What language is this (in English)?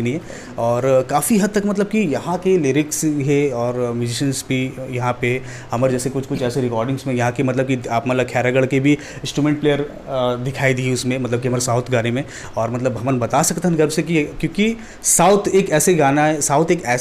Chhattisgarhi